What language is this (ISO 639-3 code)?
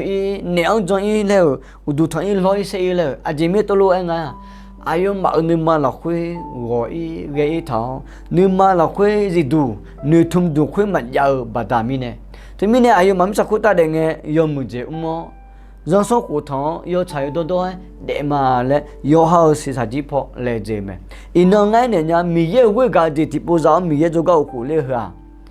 ahk